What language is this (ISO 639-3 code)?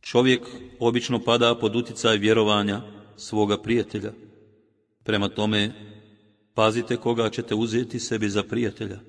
bos